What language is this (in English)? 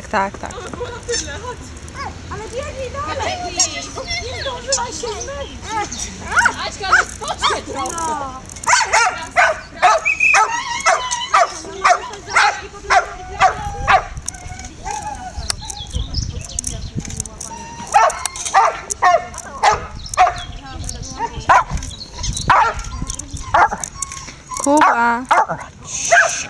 Polish